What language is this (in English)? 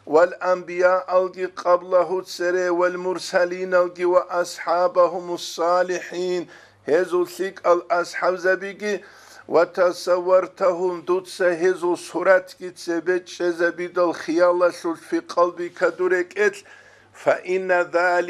Avaric